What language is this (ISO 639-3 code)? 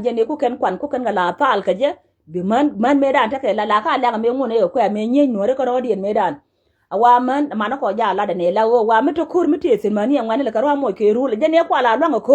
nus